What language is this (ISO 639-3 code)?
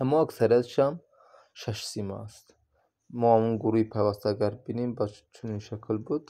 tgk